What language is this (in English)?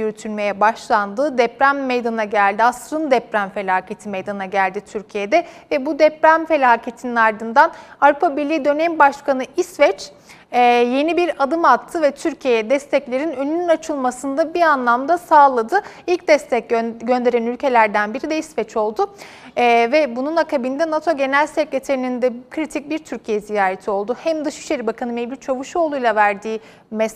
Turkish